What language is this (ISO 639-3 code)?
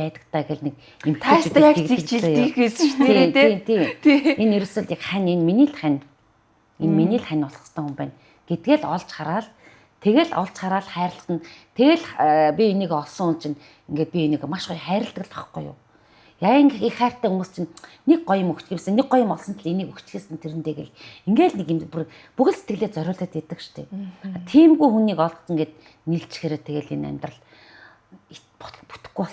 mon